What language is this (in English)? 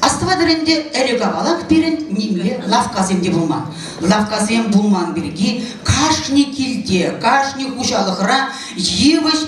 Chuvash